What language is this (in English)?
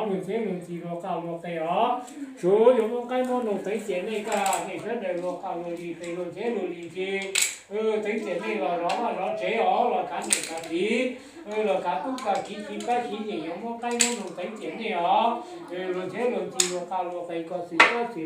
Hmong